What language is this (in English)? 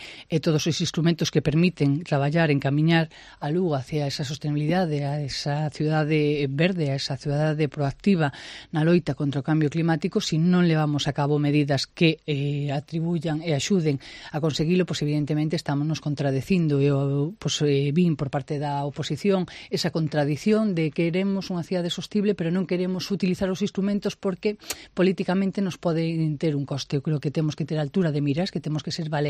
Galician